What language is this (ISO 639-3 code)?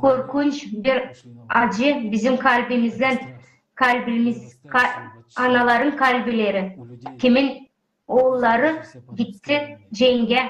gag